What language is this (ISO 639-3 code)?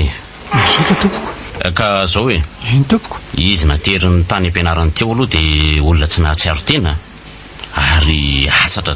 mlg